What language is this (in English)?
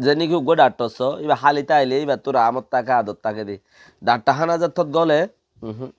Rohingya